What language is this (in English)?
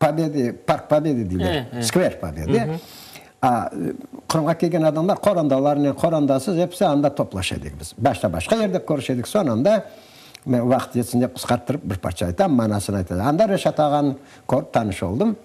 Crimean Tatar